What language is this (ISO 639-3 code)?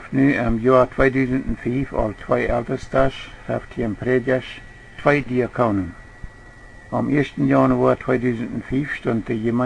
pdt